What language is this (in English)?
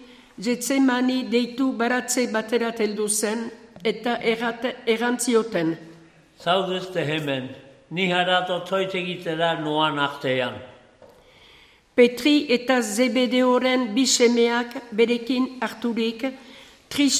Basque